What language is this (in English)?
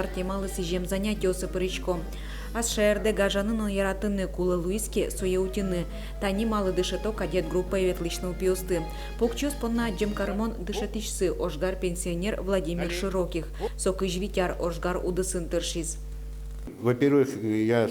Udmurt